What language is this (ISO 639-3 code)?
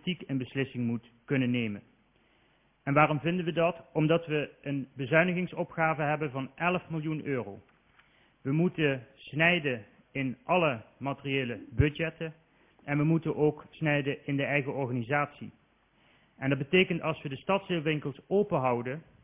nld